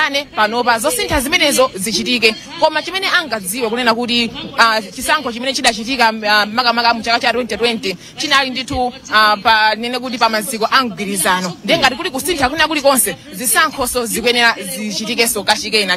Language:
Nyanja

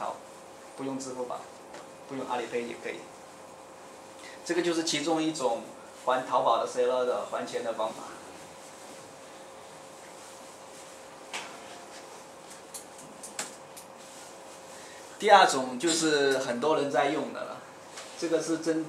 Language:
Chinese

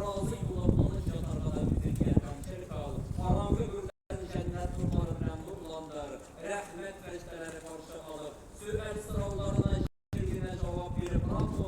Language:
Tatar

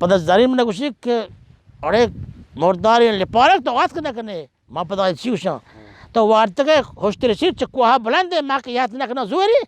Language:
Baluchi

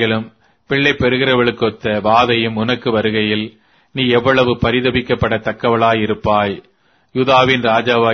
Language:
Tamil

